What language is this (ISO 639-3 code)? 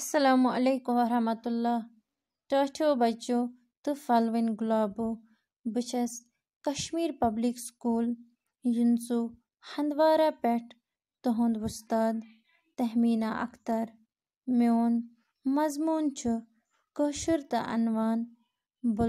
kas